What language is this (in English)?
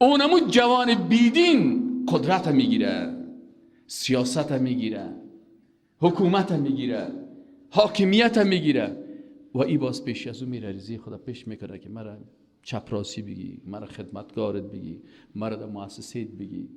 Persian